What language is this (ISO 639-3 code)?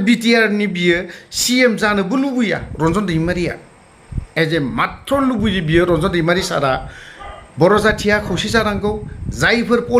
brx